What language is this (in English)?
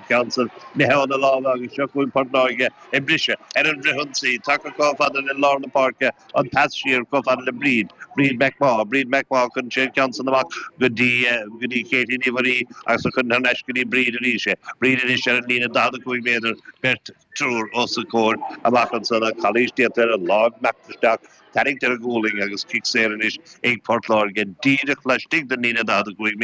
Irish